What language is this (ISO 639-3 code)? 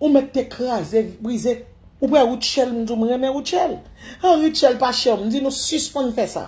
hat